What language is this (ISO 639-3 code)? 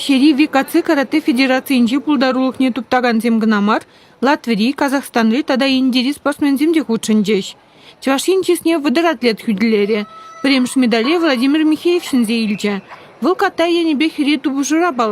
chv